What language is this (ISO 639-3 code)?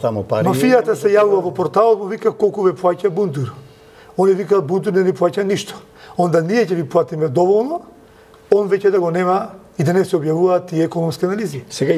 mkd